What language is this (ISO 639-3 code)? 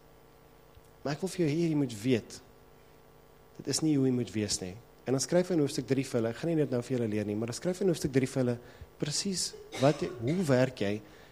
afr